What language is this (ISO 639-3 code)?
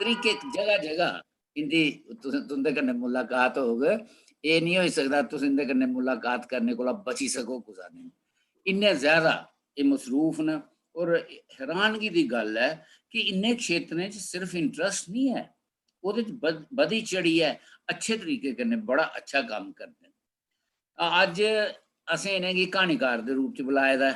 doi